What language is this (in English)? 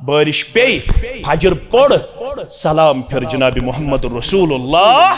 Kashmiri